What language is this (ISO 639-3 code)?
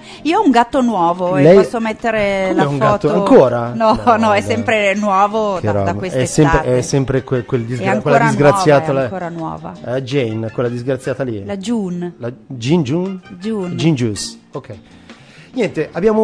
ita